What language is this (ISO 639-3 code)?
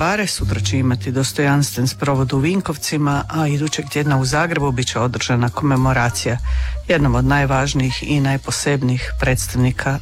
hrv